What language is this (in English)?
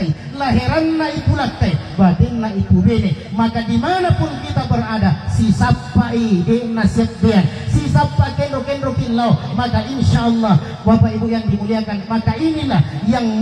Buginese